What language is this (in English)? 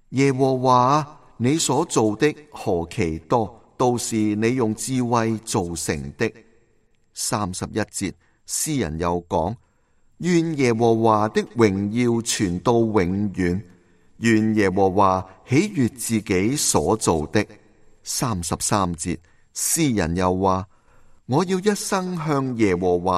Cantonese